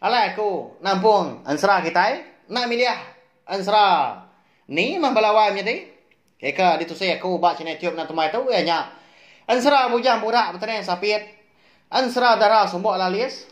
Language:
Iban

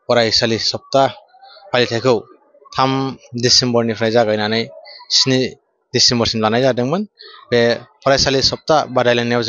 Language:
Bodo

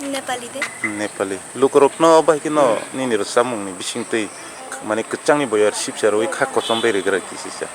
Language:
Kok Borok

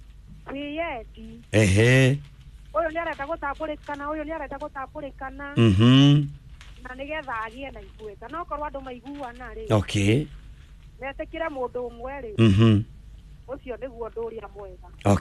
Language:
Kikuyu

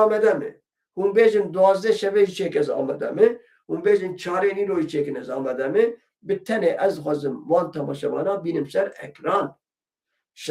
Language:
Kurdish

